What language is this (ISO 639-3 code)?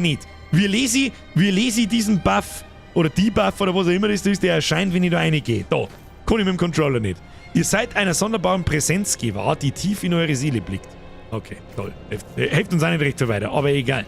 bar